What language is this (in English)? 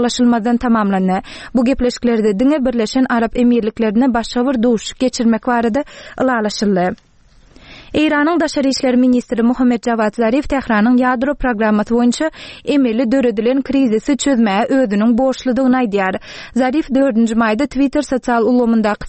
Turkmen